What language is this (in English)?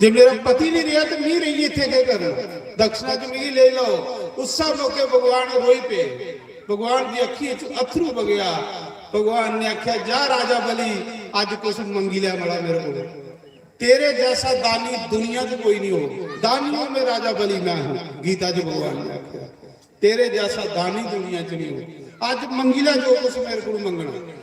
Dogri